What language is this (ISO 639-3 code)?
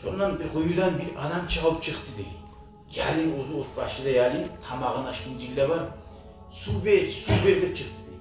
kum